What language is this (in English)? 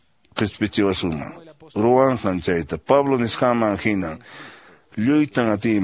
Quechua